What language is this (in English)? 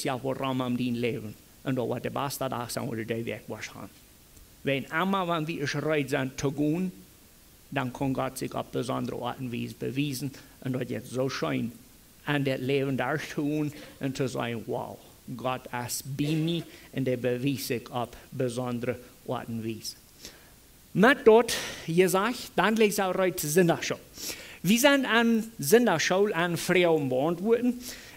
Plautdietsch